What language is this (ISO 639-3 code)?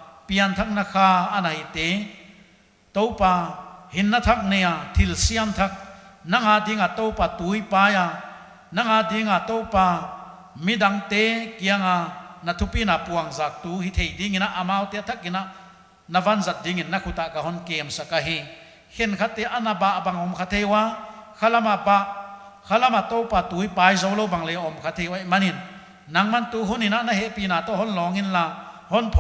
pck